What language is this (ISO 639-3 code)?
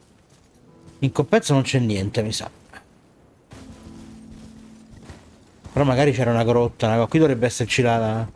ita